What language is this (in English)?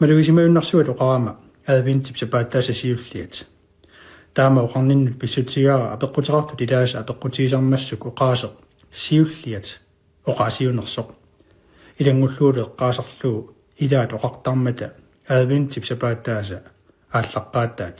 Kalaallisut